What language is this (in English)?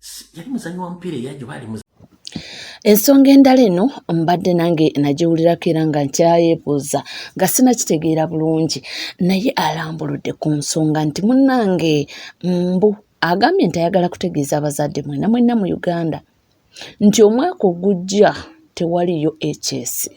Ganda